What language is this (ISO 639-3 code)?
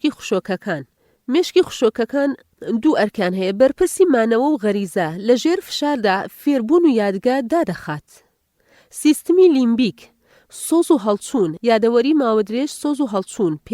ckb